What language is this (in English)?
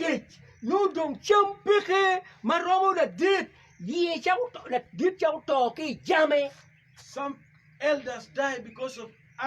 Acoli